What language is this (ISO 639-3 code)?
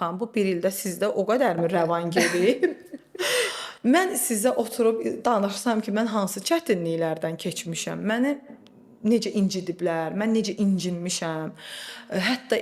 aze